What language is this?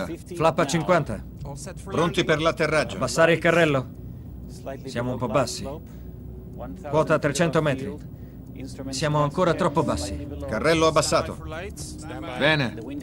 Italian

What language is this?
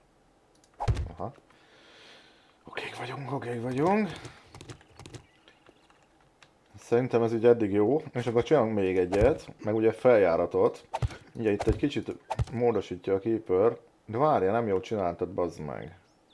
Hungarian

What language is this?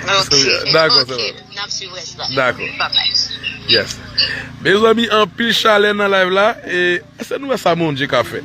Haitian Creole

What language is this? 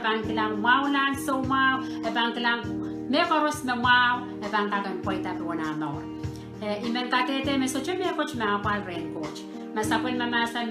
Pohnpeian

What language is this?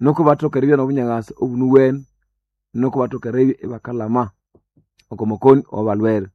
Nande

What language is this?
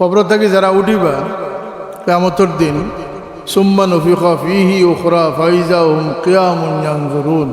Sylheti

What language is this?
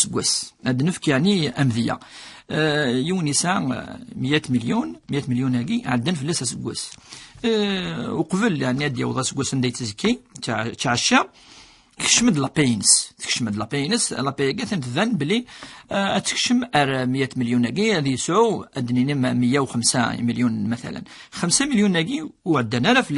Kabyle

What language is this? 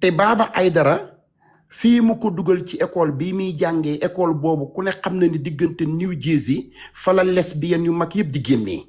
Wolof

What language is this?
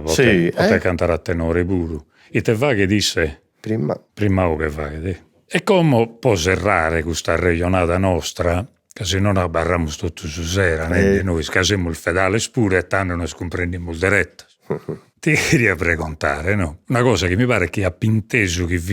Sardinian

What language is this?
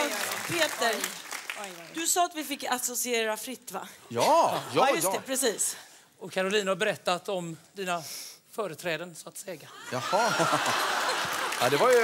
Swedish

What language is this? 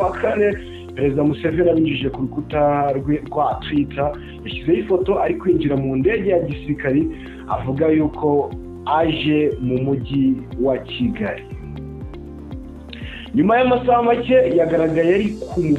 Kinyarwanda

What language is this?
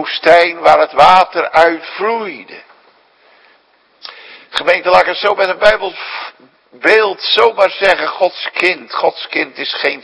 Dutch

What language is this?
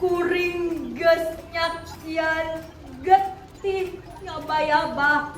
Sundanese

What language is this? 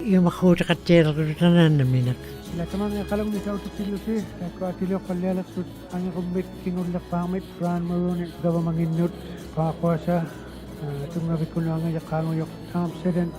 Western Canadian Inuktitut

